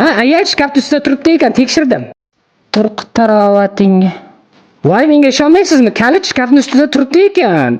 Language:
Uzbek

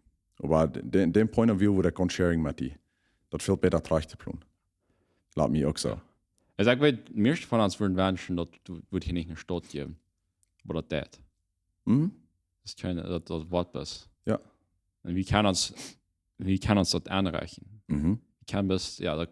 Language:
Plautdietsch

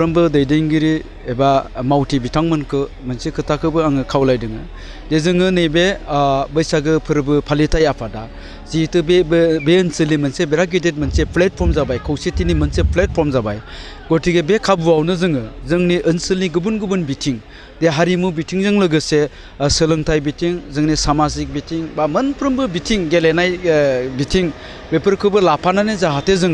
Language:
Bodo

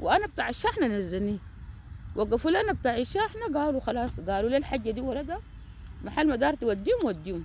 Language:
Sudanese Arabic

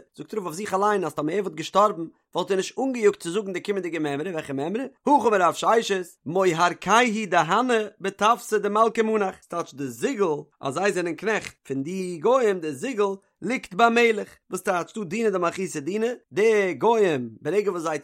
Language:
Yiddish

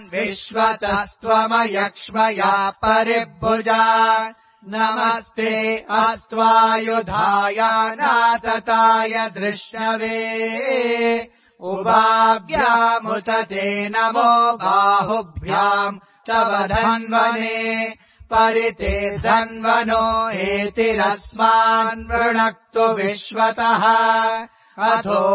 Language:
Sanskrit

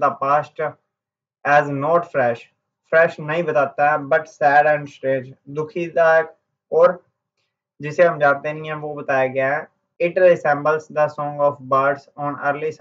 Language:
Hindi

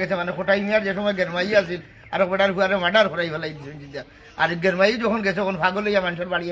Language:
Sylheti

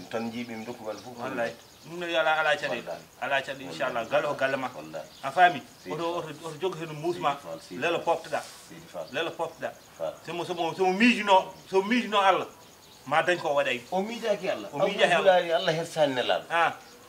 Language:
Fula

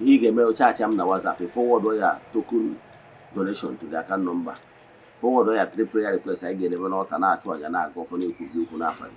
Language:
Igbo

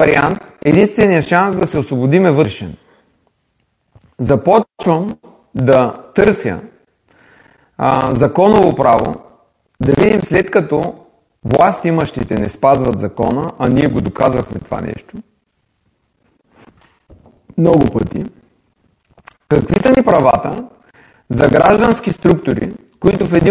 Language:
Bulgarian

